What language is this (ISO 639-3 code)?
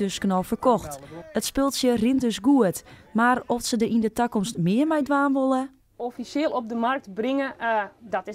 fry